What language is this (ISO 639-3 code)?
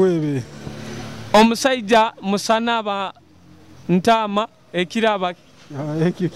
nyo